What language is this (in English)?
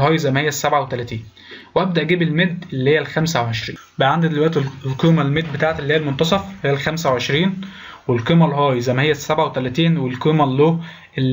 Egyptian Arabic